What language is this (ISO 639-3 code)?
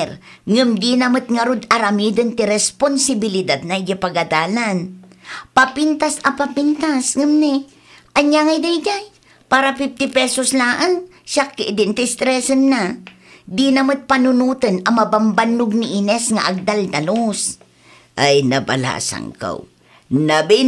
ilo